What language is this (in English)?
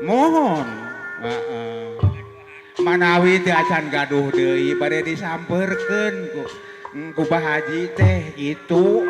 Sundanese